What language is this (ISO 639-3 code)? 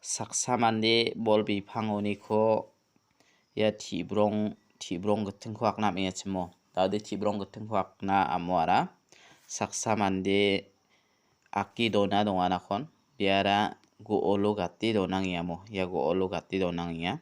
grt